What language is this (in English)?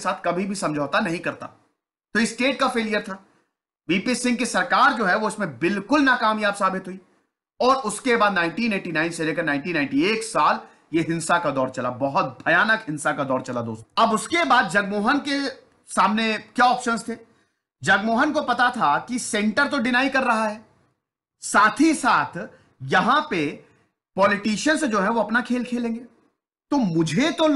Hindi